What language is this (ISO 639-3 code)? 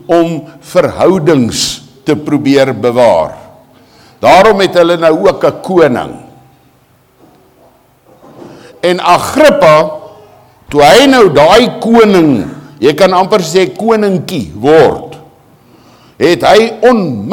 afr